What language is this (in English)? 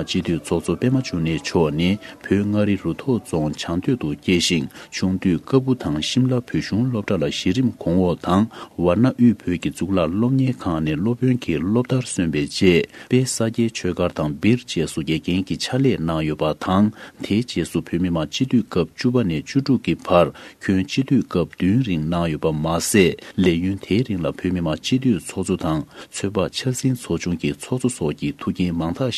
Tibetan